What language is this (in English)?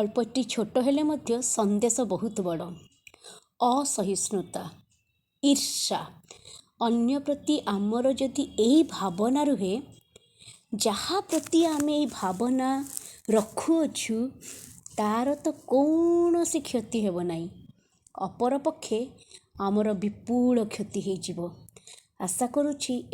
Odia